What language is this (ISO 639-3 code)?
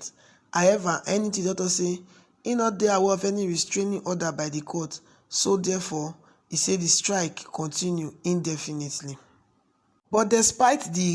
pcm